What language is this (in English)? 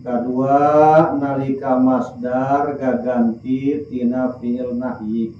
Sundanese